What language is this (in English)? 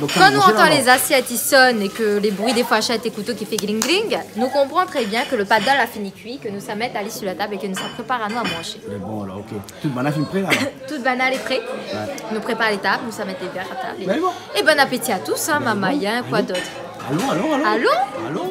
Réunion Creole French